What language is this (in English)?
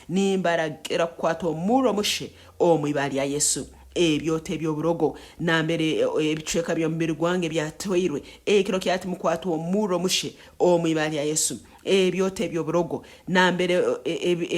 Nyankole